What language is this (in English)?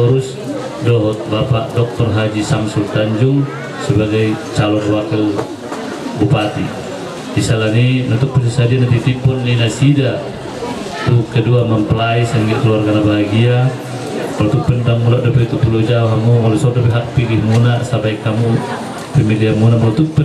Batak Toba